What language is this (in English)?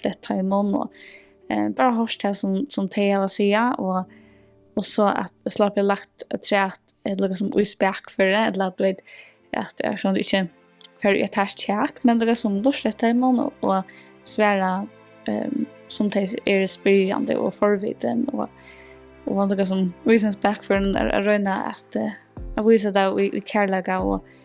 Faroese